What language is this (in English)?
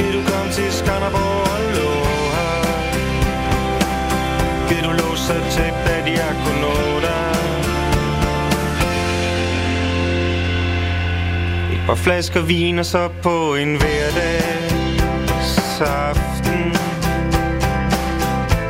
Danish